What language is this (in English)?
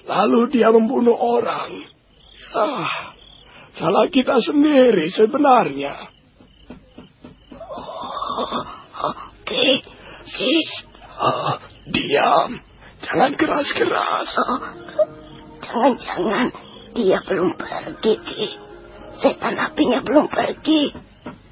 Indonesian